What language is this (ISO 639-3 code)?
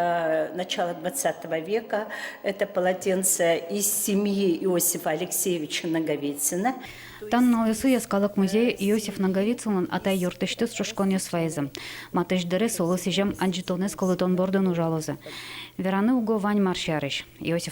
udm